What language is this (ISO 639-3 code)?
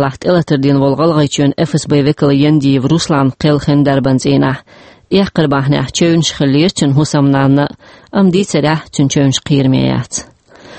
che